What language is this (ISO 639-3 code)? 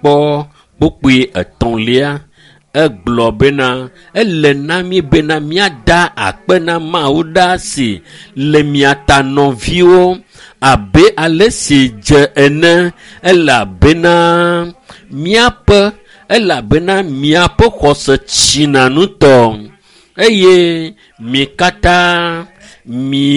ewe